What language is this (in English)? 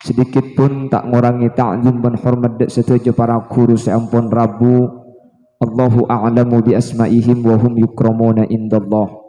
Madurese